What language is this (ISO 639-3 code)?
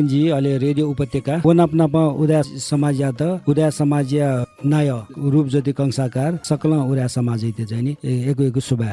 new